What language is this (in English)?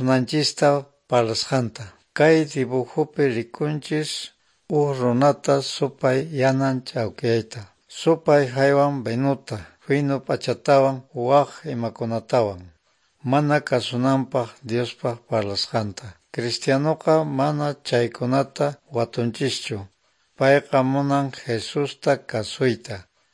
Quechua